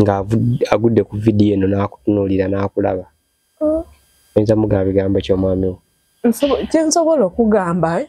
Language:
Ganda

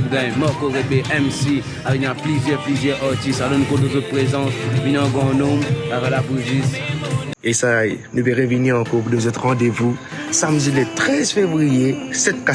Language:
Morisyen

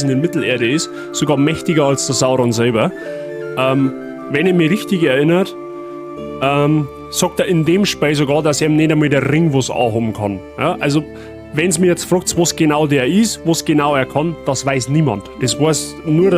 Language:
Bavarian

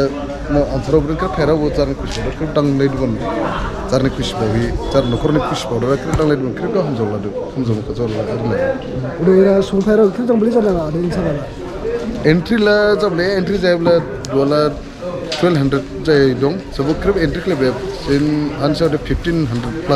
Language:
Dimasa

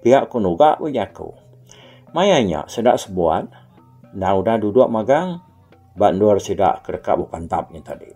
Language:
Iban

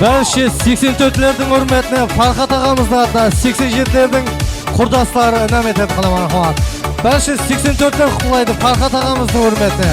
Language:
Kara-Kalpak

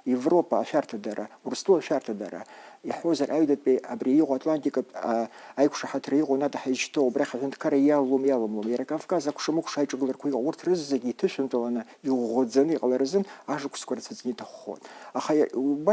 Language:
Abkhazian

